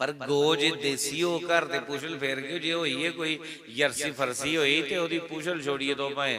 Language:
Dogri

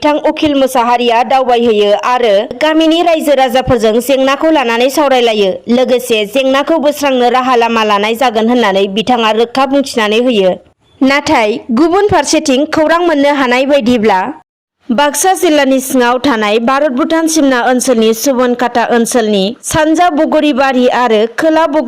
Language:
Bodo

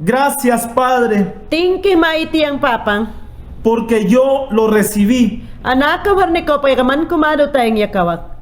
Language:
Mayangna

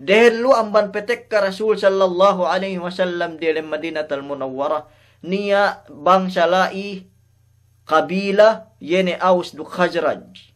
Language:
Yakan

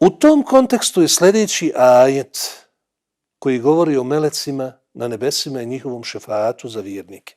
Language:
Bosnian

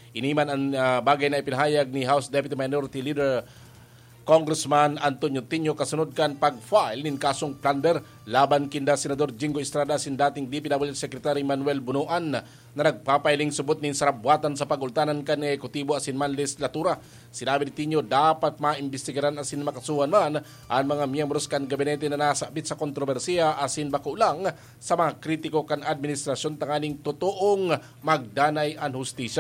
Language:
Bikol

